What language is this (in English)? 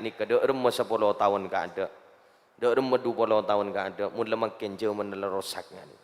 Madurese